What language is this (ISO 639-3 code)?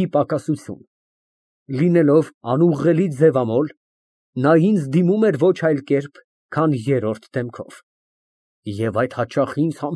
hye